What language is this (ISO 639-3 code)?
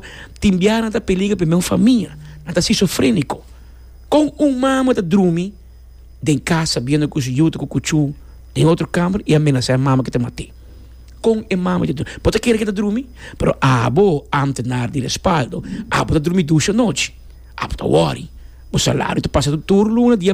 pap